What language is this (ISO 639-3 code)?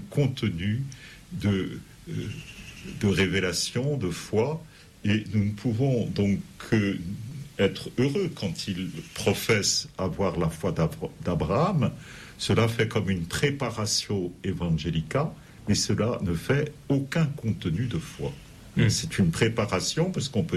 fra